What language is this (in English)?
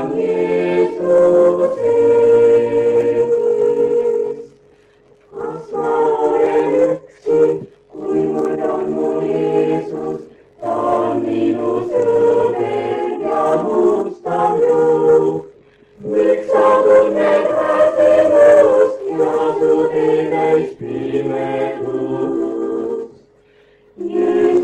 Estonian